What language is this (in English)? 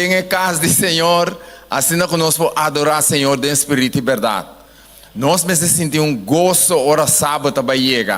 Papiamento